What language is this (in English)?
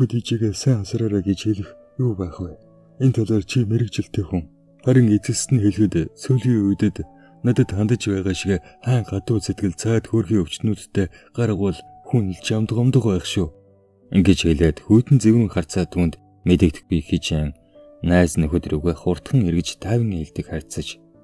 Mongolian